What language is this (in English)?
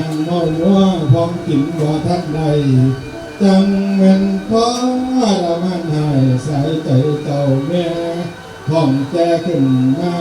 Northeastern Thai